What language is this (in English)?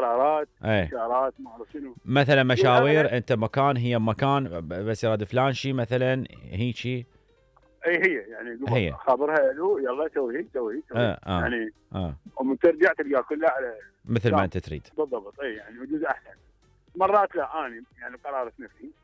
Mesopotamian Arabic